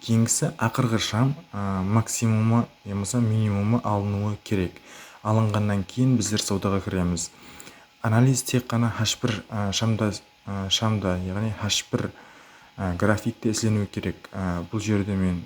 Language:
Kara-Kalpak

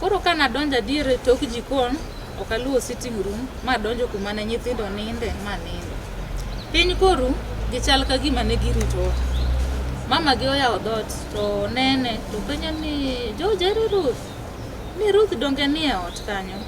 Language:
Luo (Kenya and Tanzania)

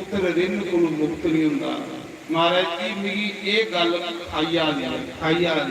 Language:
Dogri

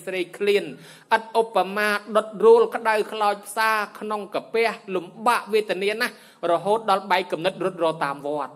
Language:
Khmer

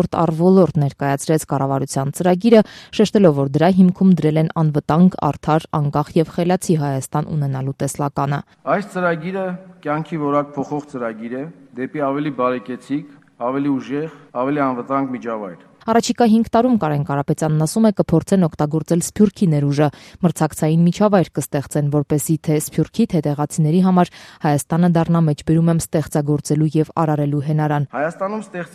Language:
Armenian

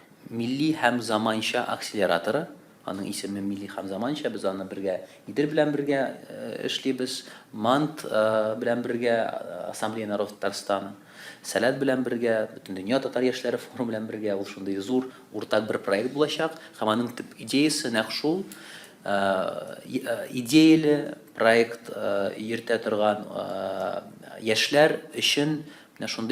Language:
Tatar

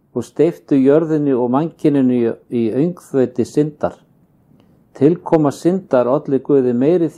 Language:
Icelandic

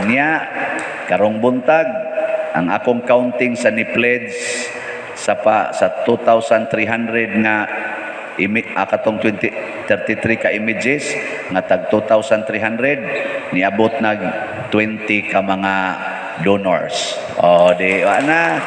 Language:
Cebuano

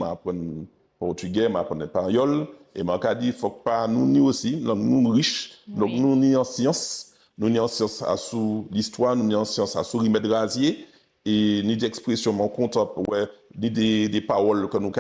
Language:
Guadeloupean Creole French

